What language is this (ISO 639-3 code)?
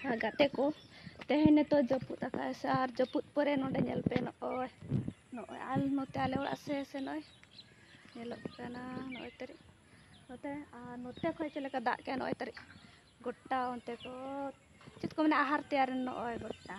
sat